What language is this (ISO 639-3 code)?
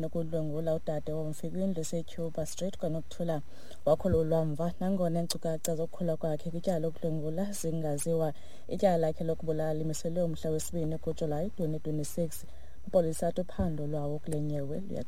xho